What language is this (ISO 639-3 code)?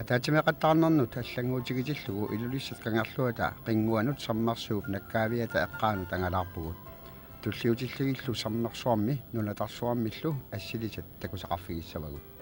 kal